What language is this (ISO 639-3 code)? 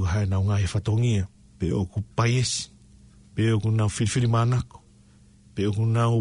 ton